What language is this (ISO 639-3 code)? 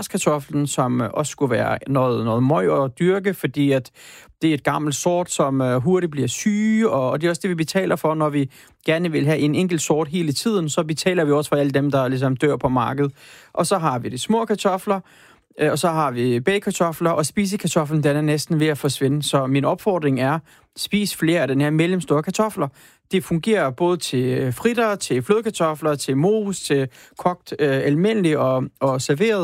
dan